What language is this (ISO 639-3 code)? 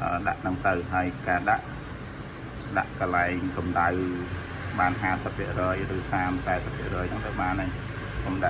khm